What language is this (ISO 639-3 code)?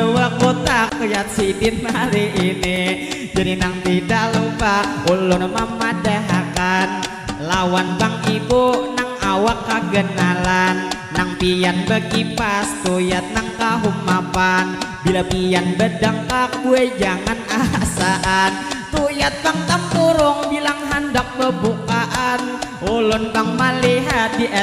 bjn